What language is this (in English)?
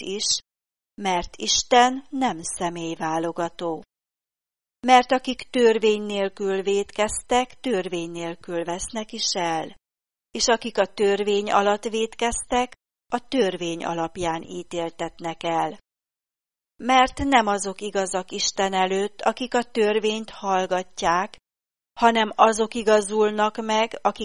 Hungarian